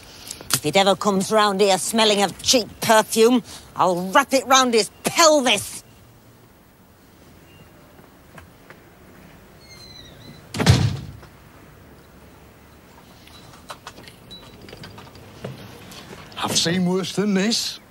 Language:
English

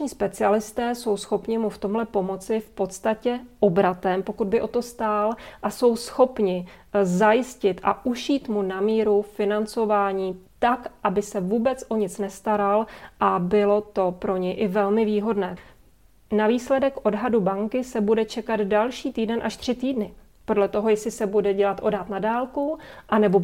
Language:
Czech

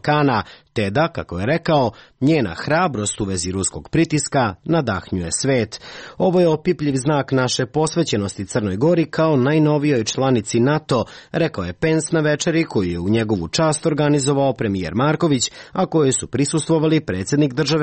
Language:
Serbian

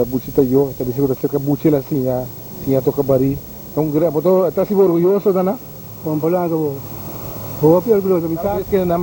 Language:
Papiamento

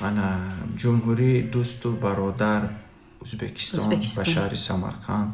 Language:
Tajik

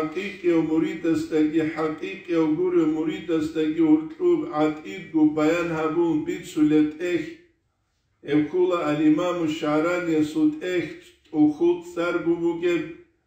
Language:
Avaric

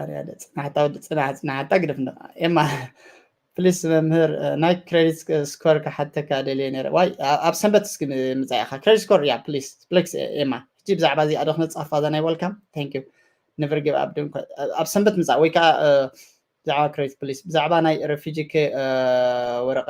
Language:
Tigrinya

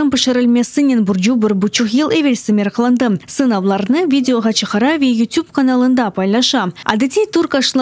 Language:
Crimean Tatar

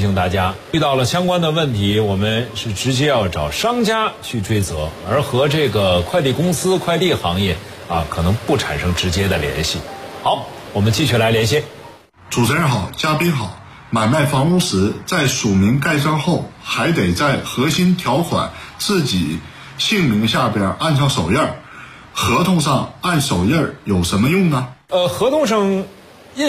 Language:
Chinese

